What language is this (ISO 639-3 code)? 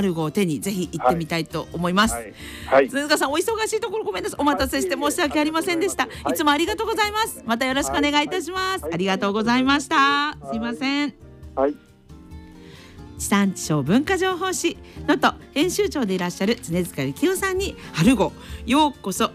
jpn